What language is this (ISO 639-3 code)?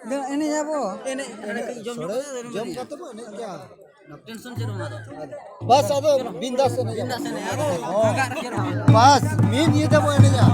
sat